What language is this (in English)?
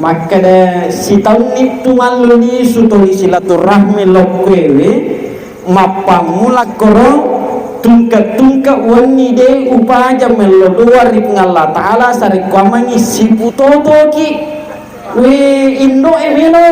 Buginese